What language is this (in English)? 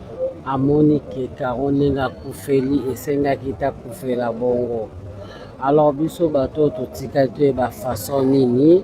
Lingala